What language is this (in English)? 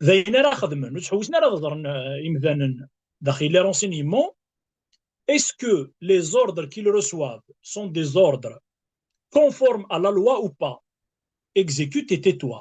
Kabyle